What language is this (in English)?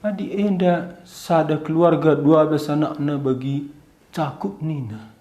Batak Karo